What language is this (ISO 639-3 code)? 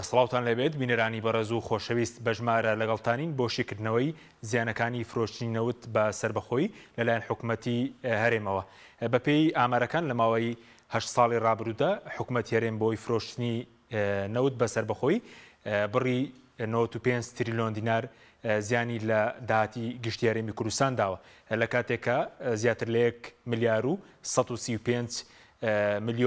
ckb